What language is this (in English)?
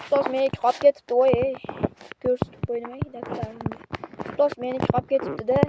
Uzbek